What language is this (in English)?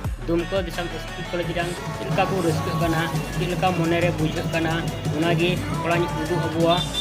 Santali